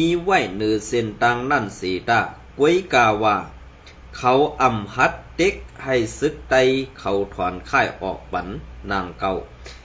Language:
Shan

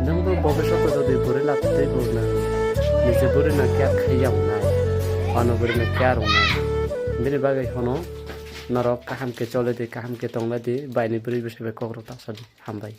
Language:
Kok Borok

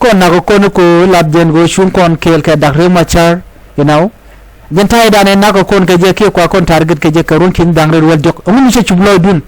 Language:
Nuer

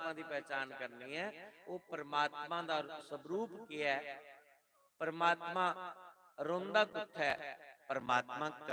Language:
Dogri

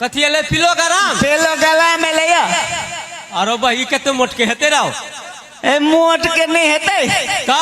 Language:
Maithili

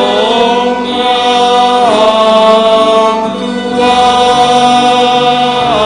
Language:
Batak Simalungun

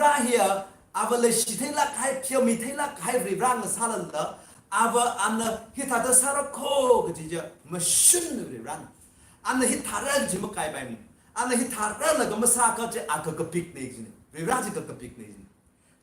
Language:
Tangkhul Naga (India)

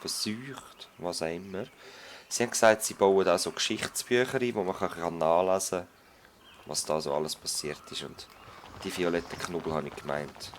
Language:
Swiss German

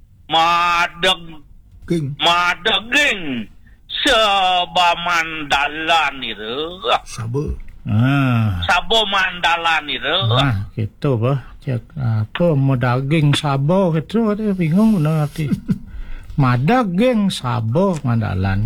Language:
Balinese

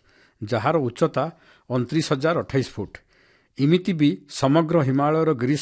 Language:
Odia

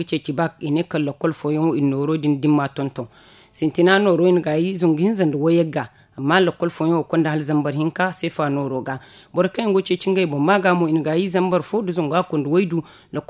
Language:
Zarma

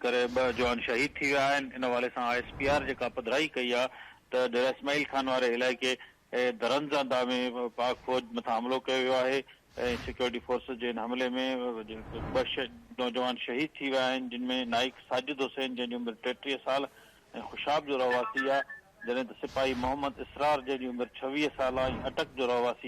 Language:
Sindhi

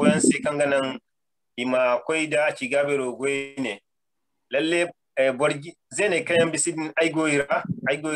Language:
Zarma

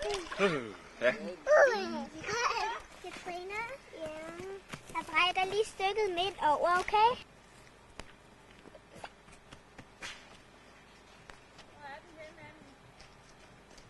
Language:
Danish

